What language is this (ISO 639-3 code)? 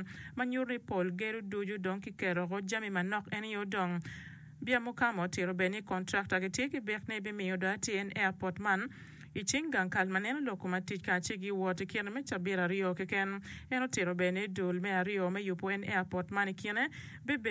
ach